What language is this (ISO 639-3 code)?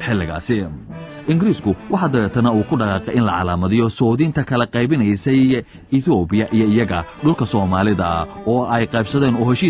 som